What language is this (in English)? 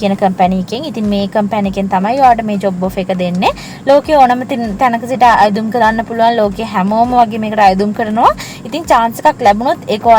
Sinhala